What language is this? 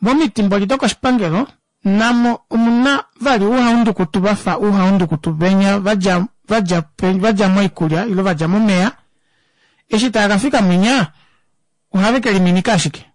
Kuanyama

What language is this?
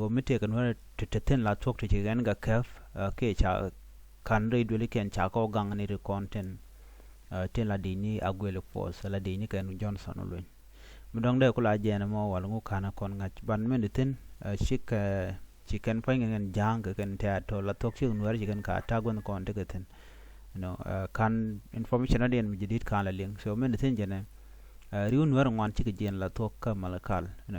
Nuer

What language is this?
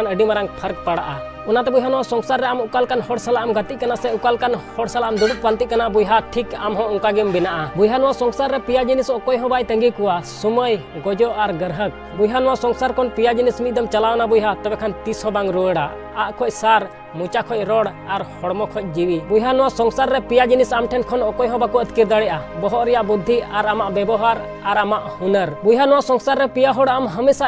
Santali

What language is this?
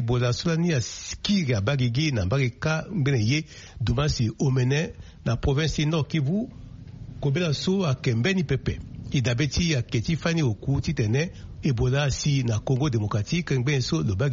Sango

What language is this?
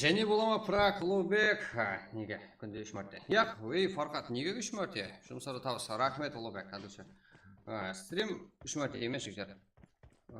Kara-Kalpak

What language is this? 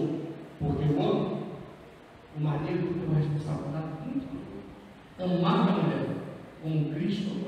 Portuguese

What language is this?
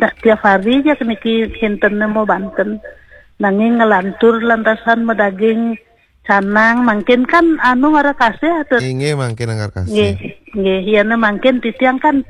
Balinese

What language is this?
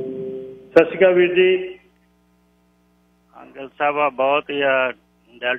Punjabi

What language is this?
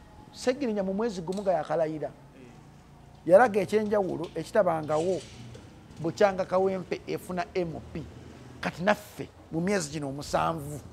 Ganda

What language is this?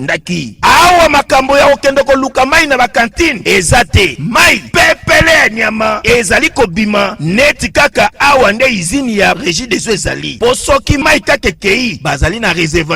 Lingala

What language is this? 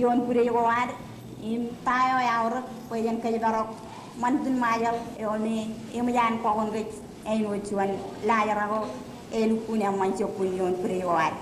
Marshallese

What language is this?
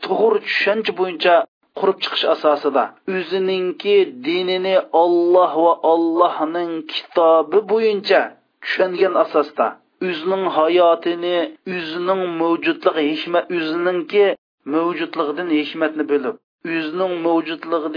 Uyghur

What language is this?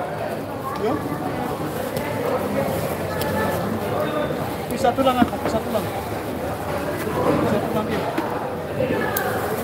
Indonesian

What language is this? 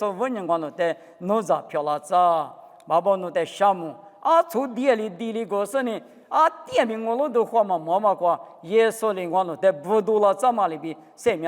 Lisu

